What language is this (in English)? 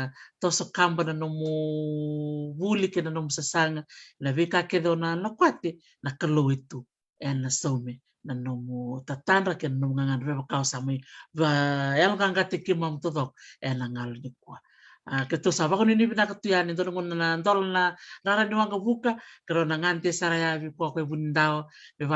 Fijian